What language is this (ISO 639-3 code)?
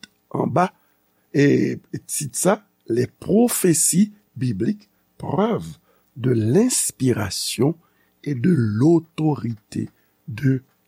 hat